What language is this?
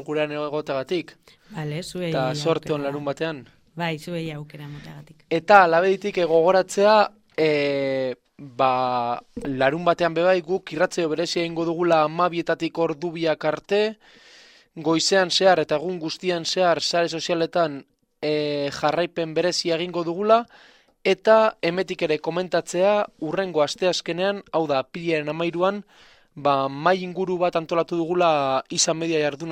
Basque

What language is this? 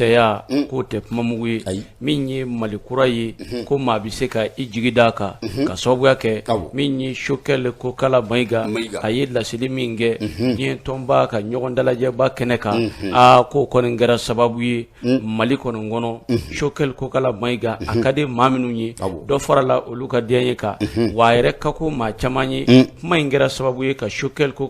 Bambara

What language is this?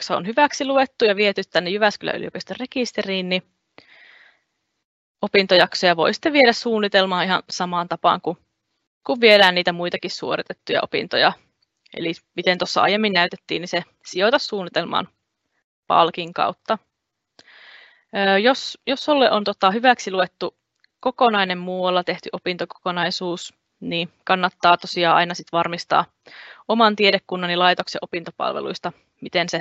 Finnish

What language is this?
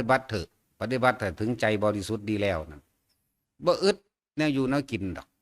Northeastern Thai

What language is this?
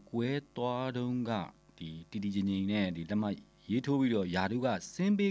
Burmese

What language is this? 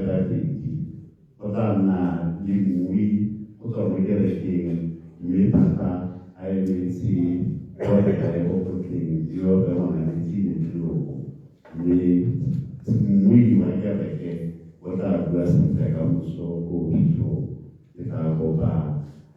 Tswana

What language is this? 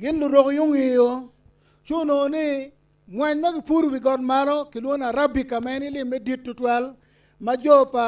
Acoli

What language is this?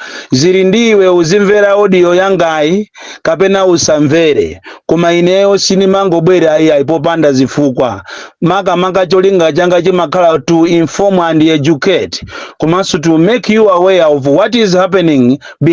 Nyanja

